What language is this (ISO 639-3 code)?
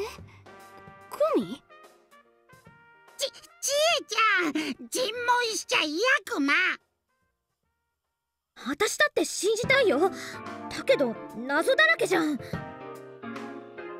jpn